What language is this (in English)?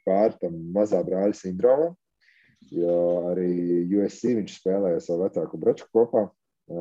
Latvian